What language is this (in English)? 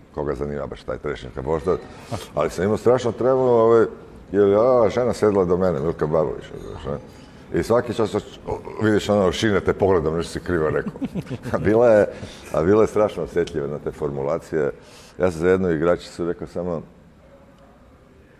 Croatian